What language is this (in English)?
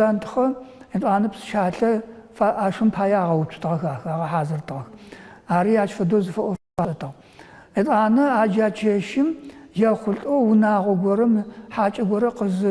Adyghe